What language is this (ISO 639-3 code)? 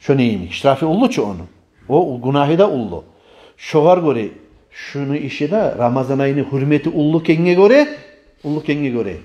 kum